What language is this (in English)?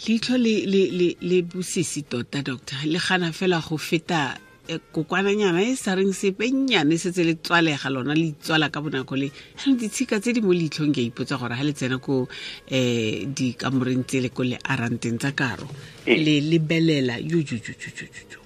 Tswana